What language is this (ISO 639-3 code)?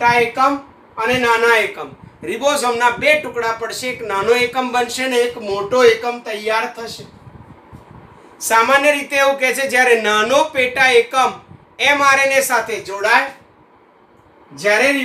guj